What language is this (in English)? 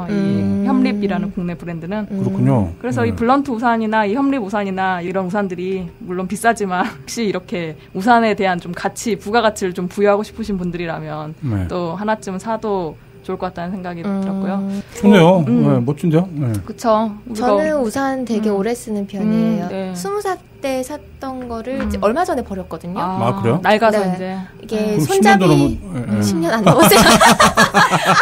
Korean